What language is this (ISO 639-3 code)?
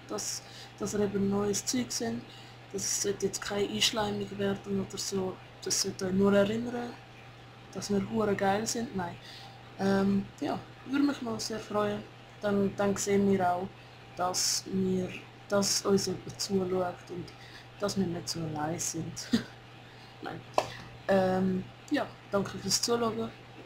gsw